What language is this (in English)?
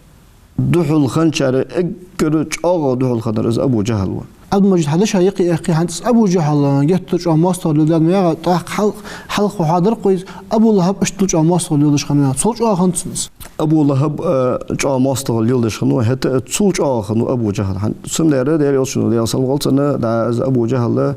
Ingush